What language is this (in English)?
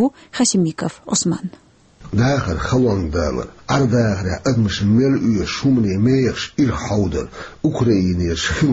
Chechen